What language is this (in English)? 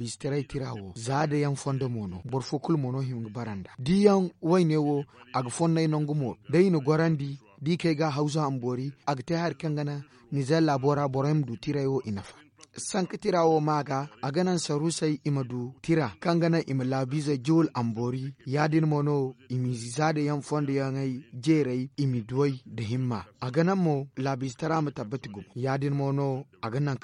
Zarma